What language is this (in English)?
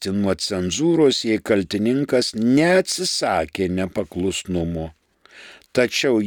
Lithuanian